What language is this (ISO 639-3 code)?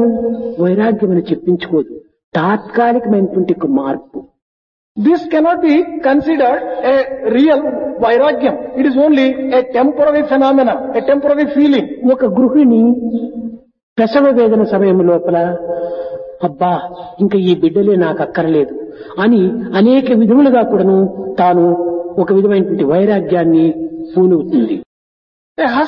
tel